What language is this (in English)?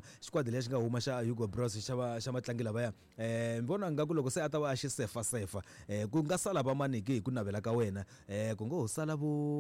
Tsonga